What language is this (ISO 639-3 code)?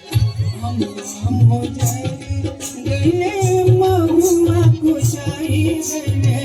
mai